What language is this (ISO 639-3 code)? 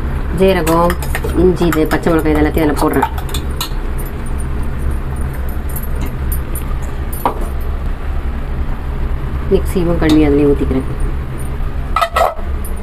tam